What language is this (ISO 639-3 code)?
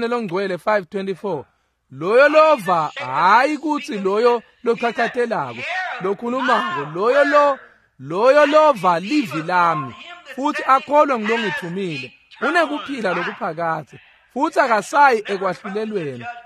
ssw